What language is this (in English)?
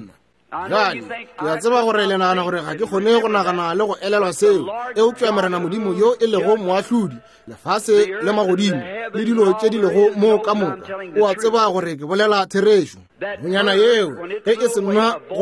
Northern Sotho